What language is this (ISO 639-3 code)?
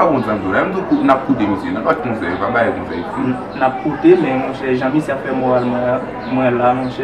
hat